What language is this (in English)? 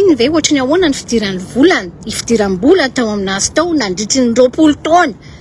Malagasy